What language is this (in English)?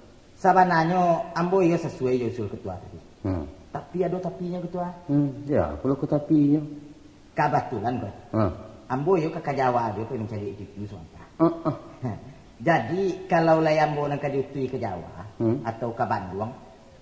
Minangkabau